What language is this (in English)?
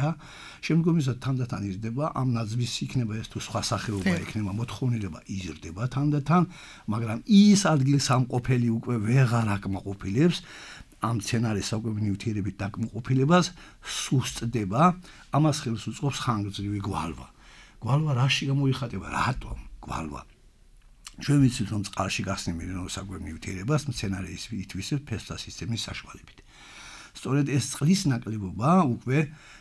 Georgian